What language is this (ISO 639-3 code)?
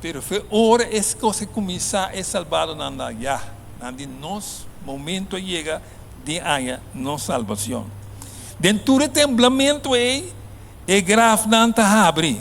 pap